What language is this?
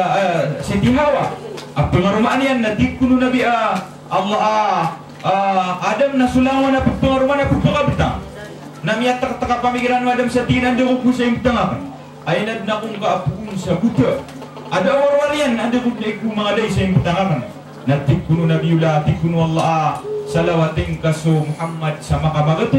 Maranao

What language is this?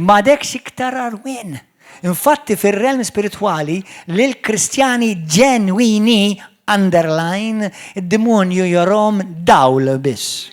Maltese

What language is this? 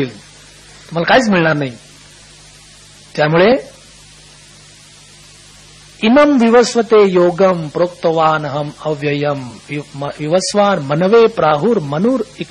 Marathi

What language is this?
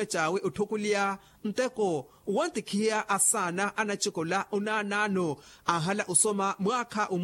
Makhuwa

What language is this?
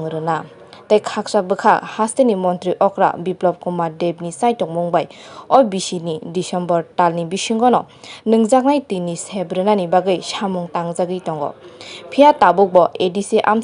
Kok Borok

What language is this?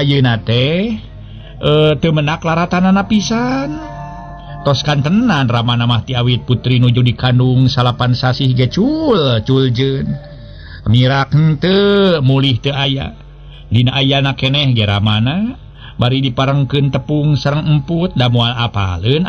Sundanese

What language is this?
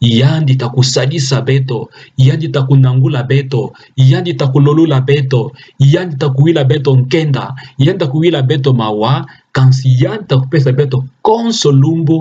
Kituba (Democratic Republic of Congo)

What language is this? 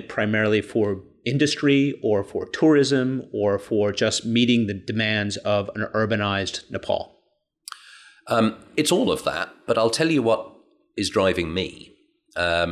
English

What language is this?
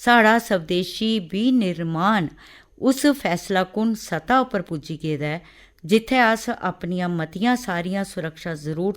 Dogri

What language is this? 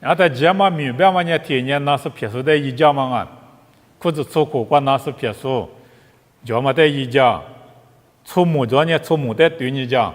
Lisu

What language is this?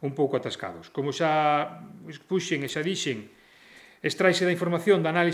Galician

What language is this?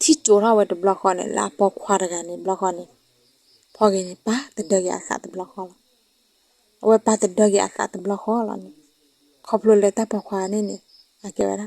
S'gaw Karen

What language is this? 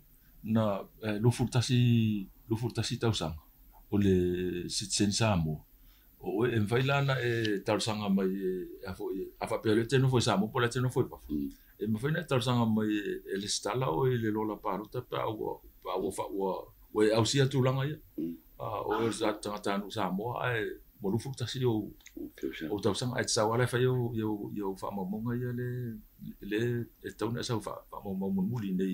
Samoan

